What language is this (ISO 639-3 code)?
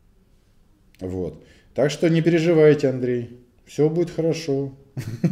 rus